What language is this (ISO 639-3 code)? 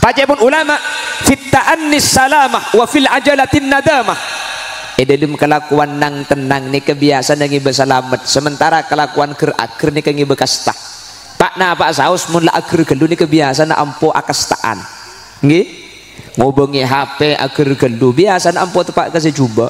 mad